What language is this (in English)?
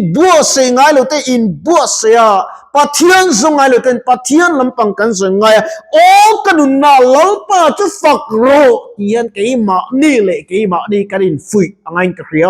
Mizo